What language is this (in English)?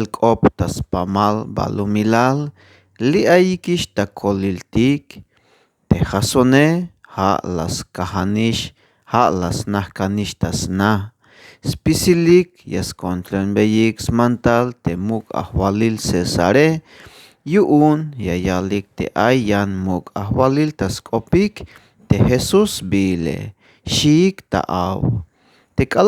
Tzeltal